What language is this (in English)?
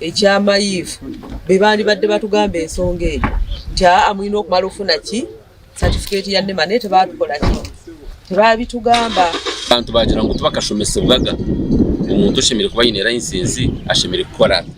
Nyankole